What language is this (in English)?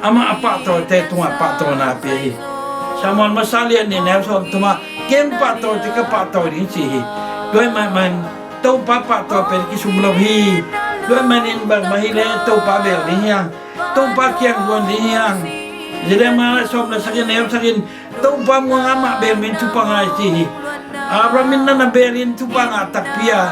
Tedim Chin